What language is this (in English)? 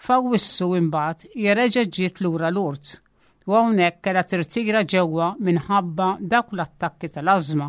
Maltese